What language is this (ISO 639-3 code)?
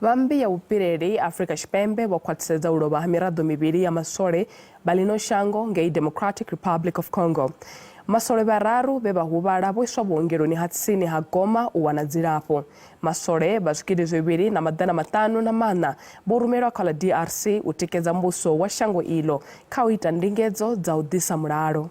ven